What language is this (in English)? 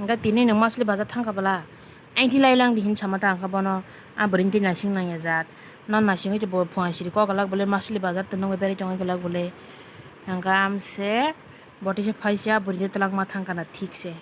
Kok Borok